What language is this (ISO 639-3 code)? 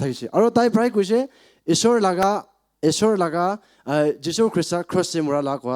nag